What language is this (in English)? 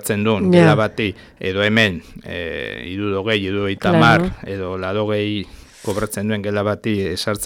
Basque